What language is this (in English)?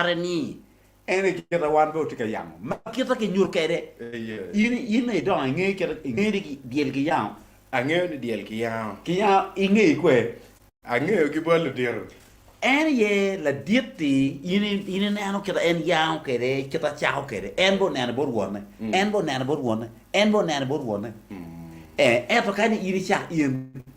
Acoli